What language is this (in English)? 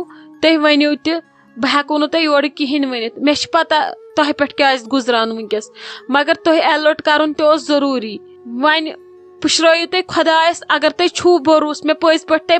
Kashmiri